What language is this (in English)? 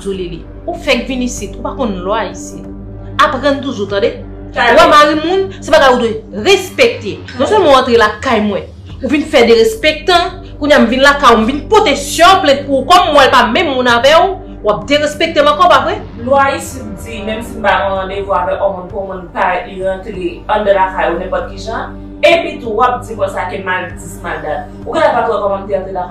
Haitian Creole